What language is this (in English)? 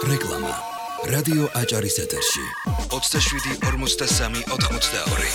Georgian